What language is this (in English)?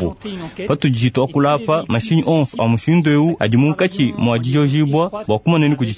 Luba-Lulua